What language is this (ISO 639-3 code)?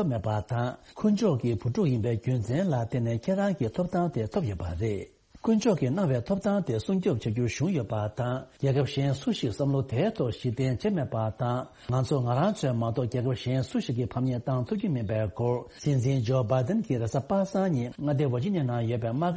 bod